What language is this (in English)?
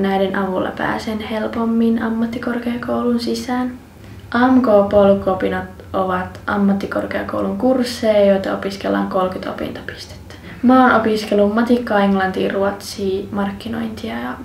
Finnish